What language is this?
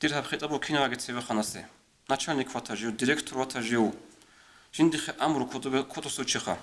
Avaric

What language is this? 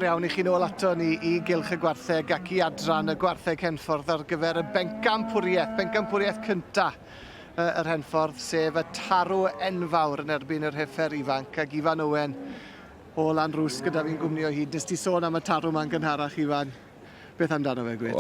Welsh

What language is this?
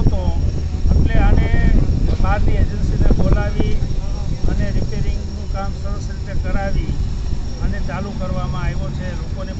Gujarati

